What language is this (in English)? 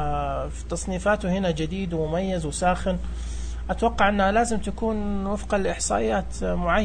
Najdi Arabic